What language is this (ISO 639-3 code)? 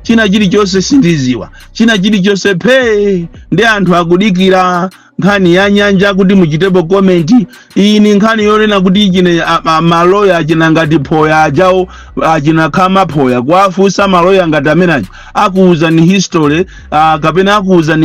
nya